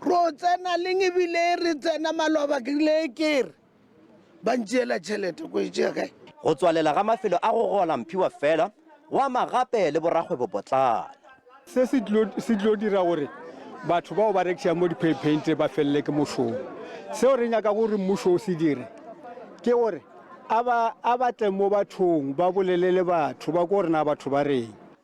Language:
Tswana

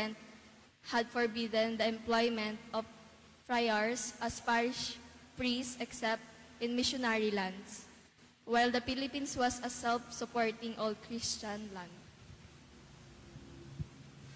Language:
Filipino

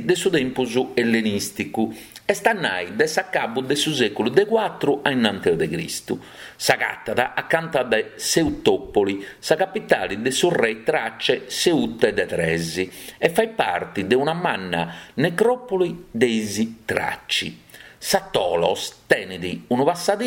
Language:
Sardinian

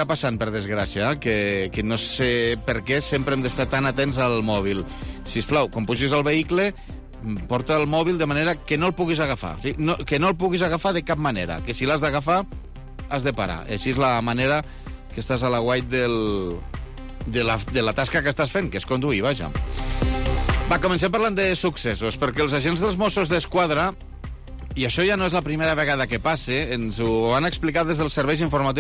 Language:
Catalan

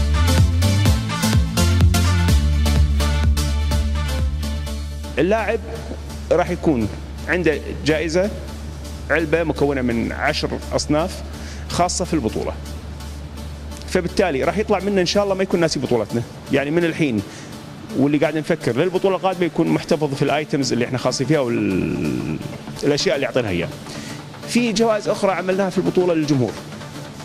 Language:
Gulf Arabic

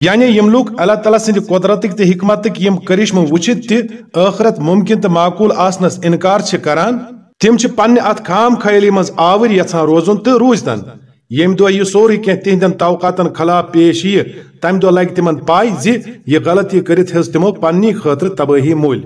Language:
Kashmiri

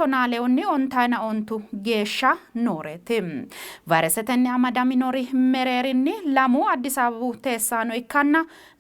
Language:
Sidamo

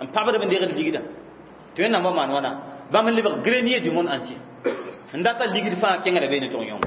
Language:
Mossi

